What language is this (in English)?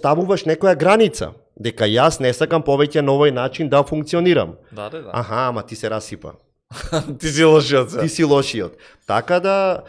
Macedonian